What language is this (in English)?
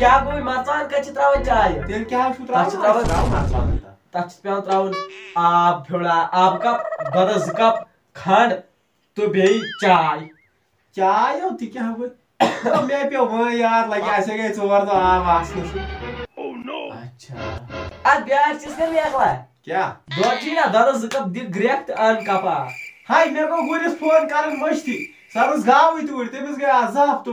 Kashmiri